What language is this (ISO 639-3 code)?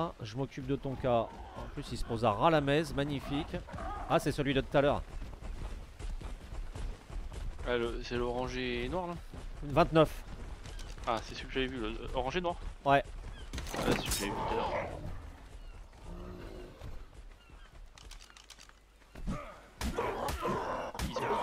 fra